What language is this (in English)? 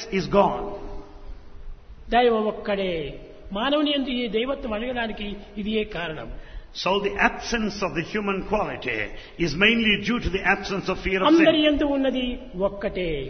Telugu